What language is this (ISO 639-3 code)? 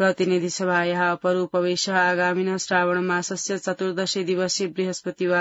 san